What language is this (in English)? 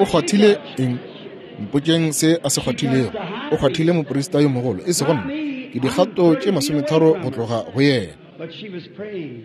Northern Sotho